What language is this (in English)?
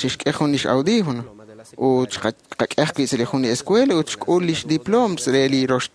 Kekchí